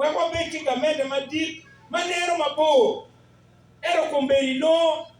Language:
Acoli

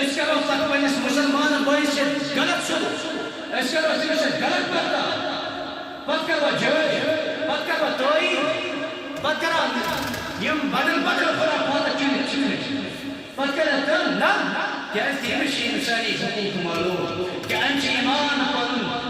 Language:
Kashmiri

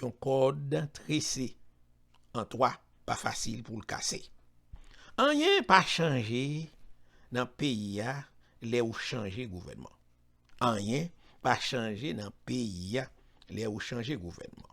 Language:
Haitian Creole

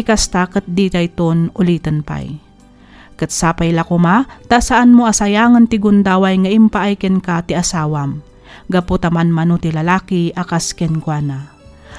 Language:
Iloko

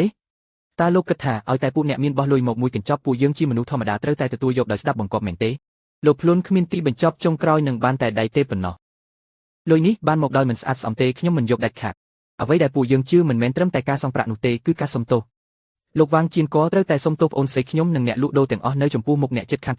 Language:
Khmer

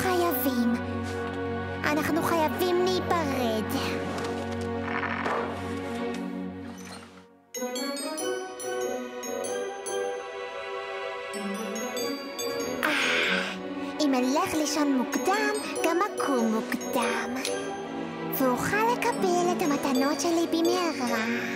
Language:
Hebrew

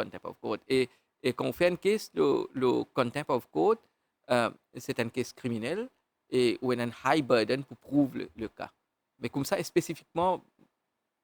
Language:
Morisyen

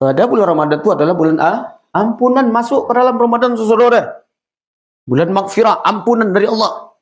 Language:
Minangkabau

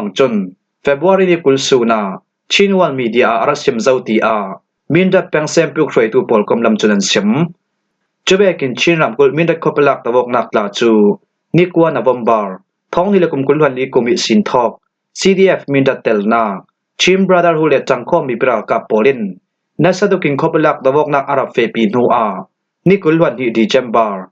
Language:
Falam Chin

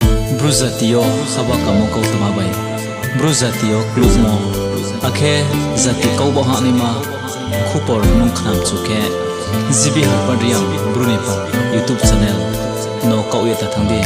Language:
Riang (India)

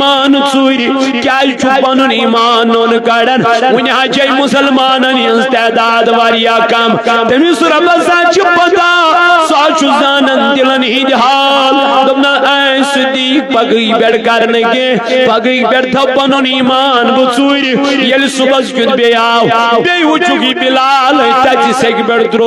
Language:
Kashmiri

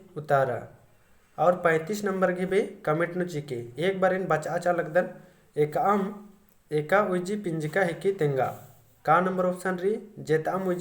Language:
Kurukh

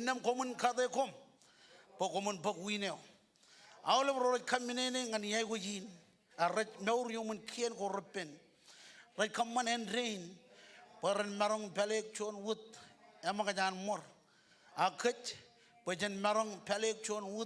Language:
Marshallese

